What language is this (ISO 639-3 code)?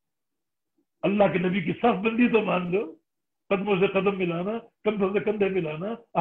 urd